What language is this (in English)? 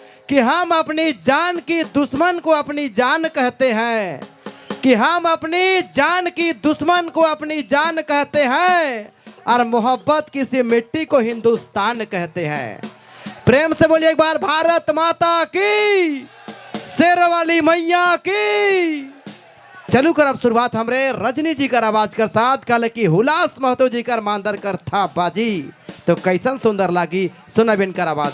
Sadri